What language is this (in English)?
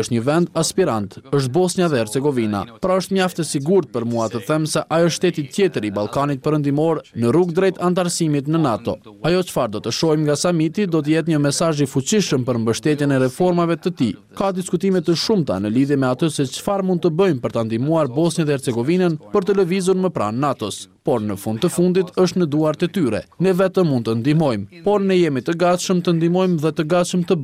Albanian